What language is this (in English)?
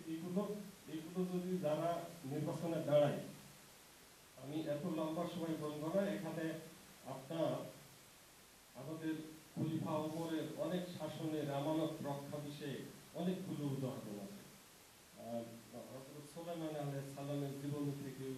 Bangla